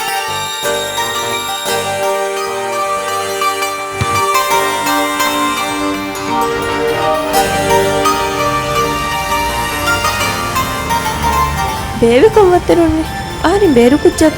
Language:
Divehi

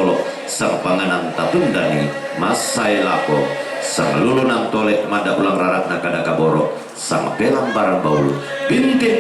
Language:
Toraja-Sa'dan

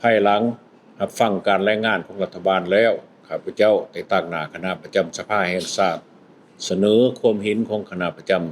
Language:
Lao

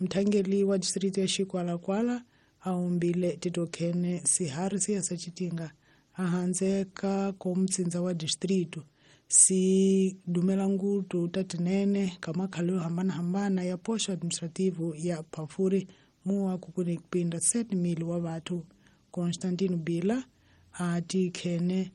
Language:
Tsonga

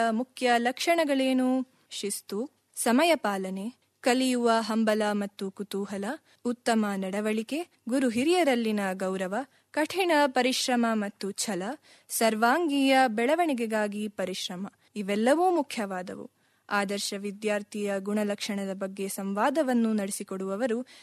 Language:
Kannada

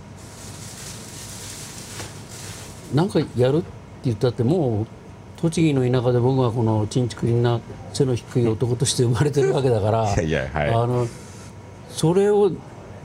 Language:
Japanese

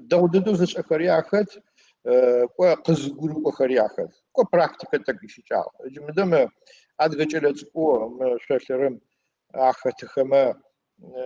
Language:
Adyghe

